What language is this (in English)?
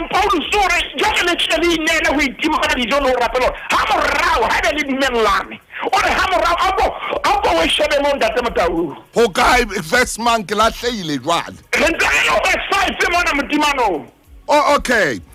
Southern Sotho